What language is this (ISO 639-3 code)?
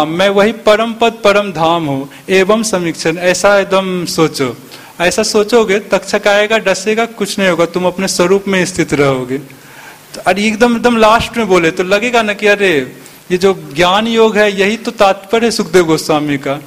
hin